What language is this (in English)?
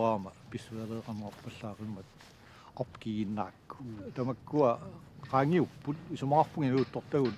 Kalaallisut